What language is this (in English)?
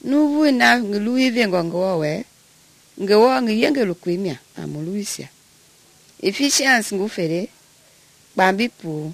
Mende